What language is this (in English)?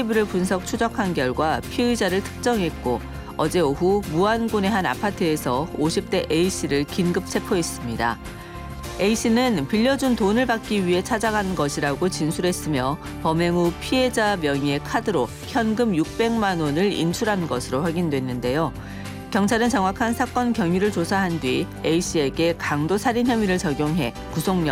Korean